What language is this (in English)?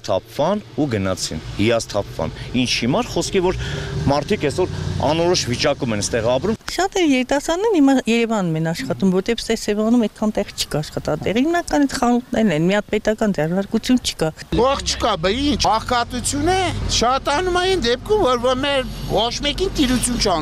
Armenian